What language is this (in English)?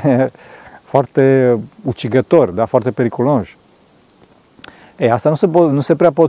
Romanian